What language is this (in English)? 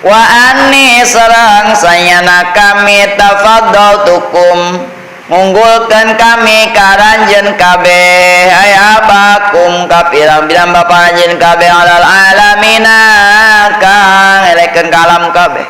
Sundanese